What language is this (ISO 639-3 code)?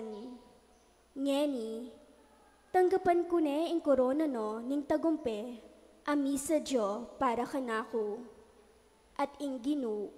pam